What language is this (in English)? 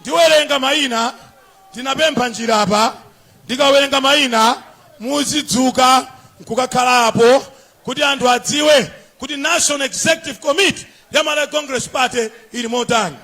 Nyanja